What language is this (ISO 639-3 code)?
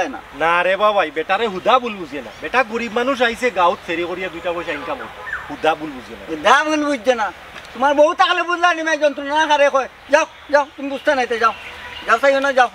syl